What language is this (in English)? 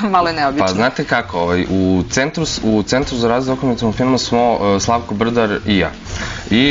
Serbian